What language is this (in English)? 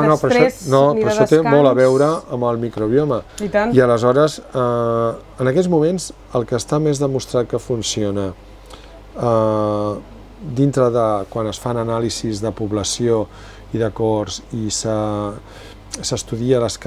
Catalan